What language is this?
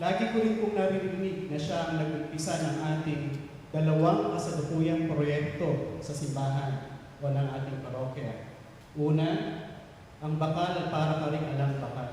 Pampanga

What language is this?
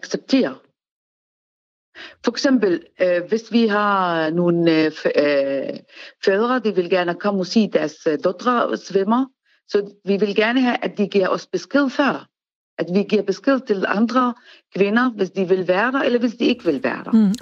Danish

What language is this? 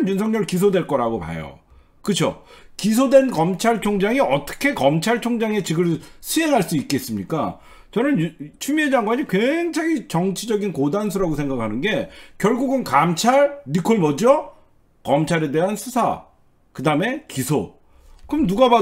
Korean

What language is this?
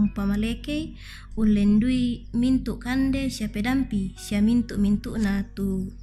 Toraja-Sa'dan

